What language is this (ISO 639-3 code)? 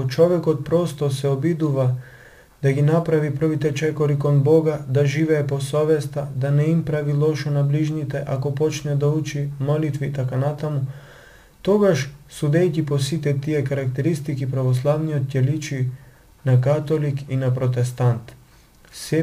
mkd